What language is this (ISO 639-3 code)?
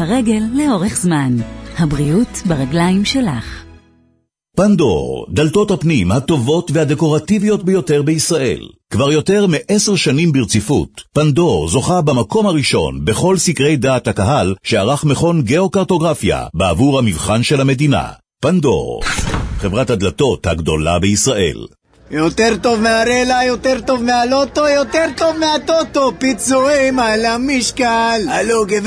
heb